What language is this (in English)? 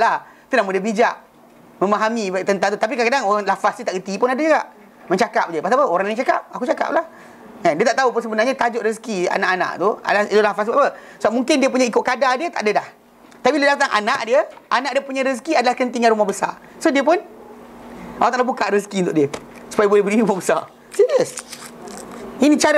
Malay